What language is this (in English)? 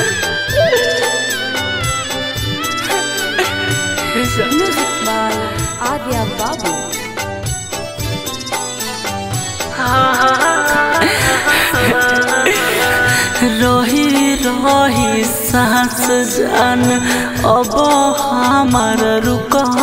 Bhojpuri